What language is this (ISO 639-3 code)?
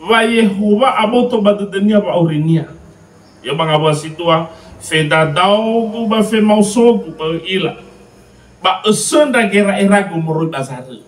nia